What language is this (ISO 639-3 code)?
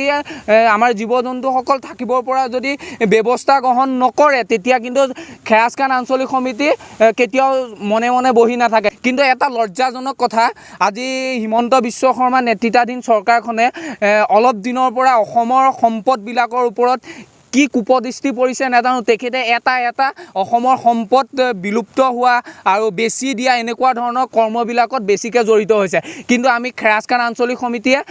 asm